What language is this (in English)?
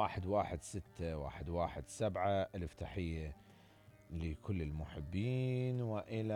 Mesopotamian Arabic